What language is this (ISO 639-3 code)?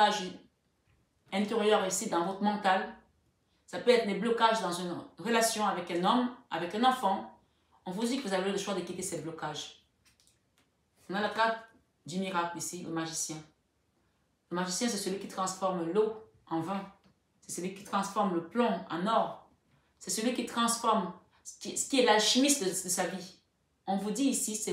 fra